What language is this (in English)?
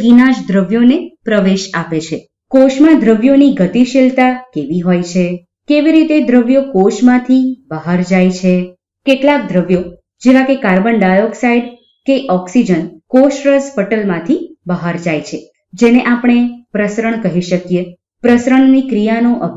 Gujarati